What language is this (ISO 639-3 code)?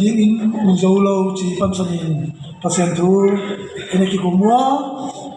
ctd